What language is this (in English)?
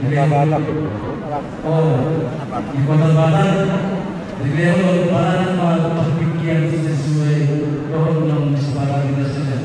Batak Toba